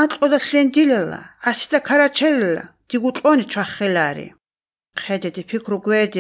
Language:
Albanian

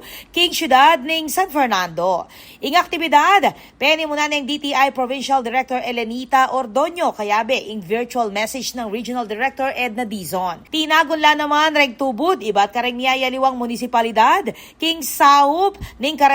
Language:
Pampanga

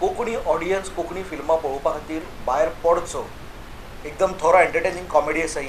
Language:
Konkani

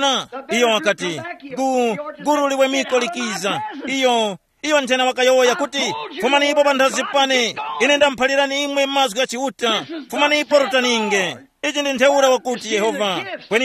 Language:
Tumbuka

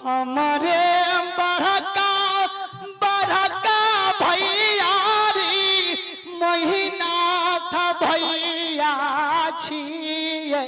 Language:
Maithili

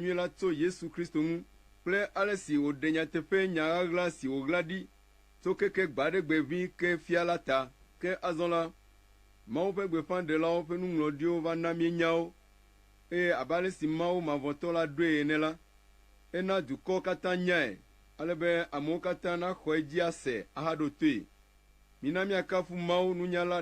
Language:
Ewe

